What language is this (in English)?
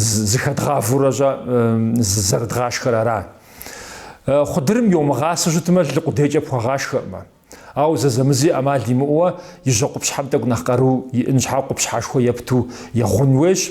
Kabardian